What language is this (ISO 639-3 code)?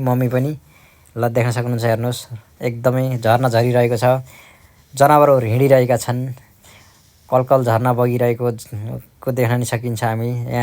nep